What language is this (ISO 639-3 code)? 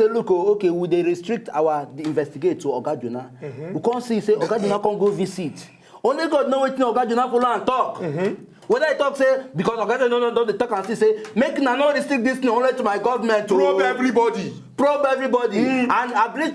pcm